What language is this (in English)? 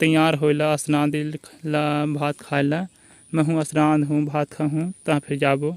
Chhattisgarhi